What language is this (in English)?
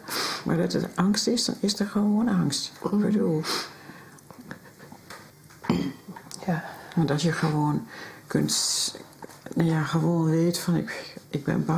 Dutch